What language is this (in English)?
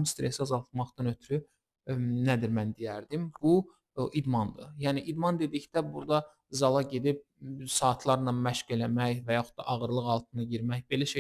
Azerbaijani